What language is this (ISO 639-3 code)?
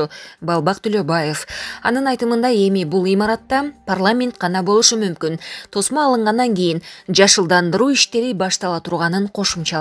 kir